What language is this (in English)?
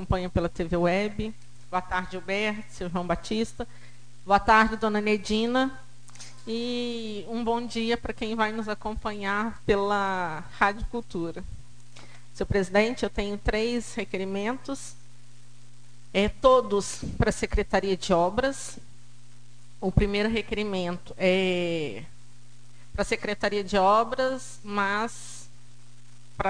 Portuguese